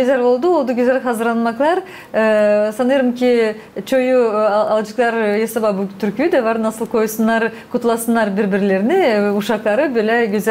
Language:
Gagauz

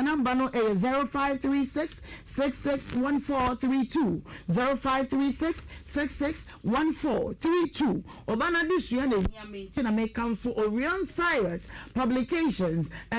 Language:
Akan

